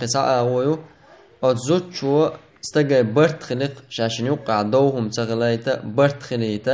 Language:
Chechen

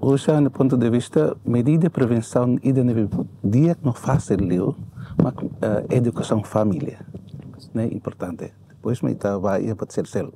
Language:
Tetum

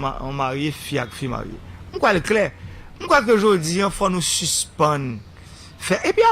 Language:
Haitian Creole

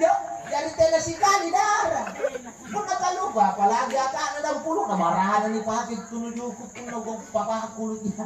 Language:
Makasar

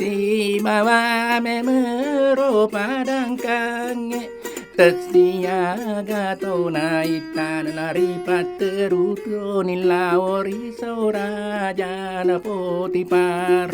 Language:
Buginese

